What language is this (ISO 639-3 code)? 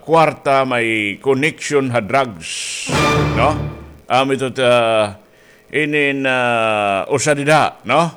war